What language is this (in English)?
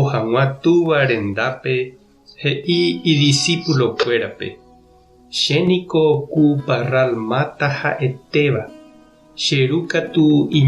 Guarani